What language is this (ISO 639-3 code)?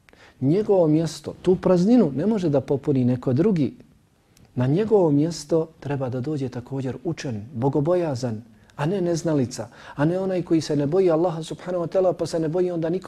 bos